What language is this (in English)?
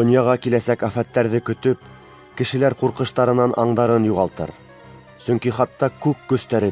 Bashkir